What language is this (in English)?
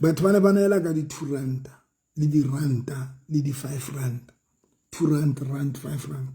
Southern Sotho